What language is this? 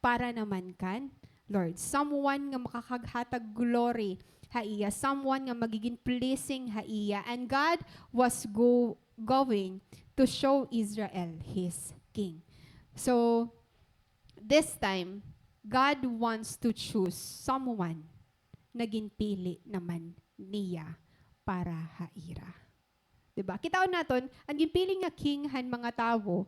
Waray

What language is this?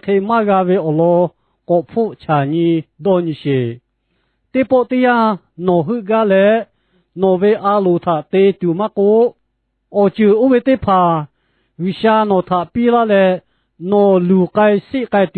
Lahu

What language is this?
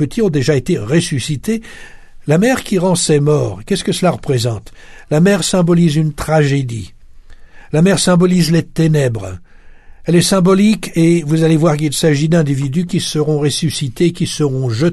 French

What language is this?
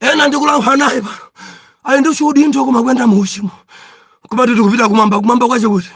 Nyanja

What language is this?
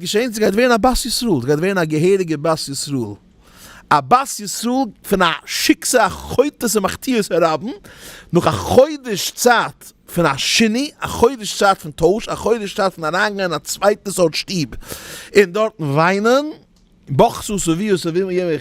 Yiddish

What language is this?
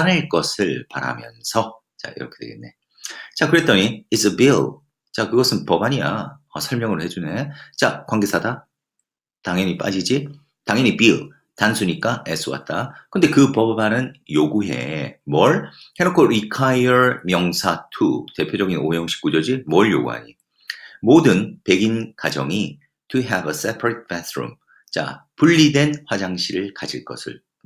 Korean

